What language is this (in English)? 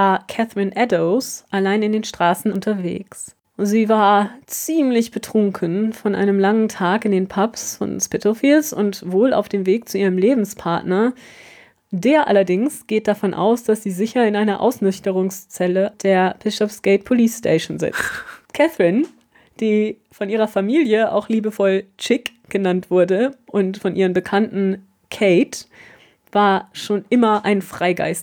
German